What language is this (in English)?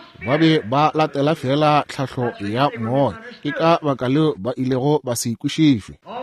Northern Sotho